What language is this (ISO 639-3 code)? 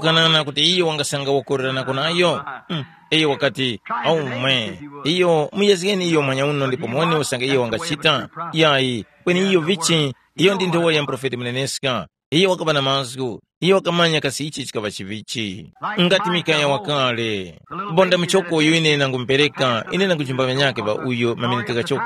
tum